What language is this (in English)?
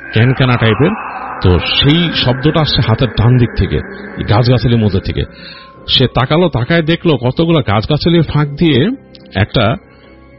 Bangla